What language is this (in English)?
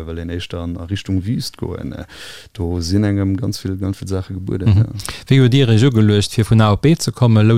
Luxembourgish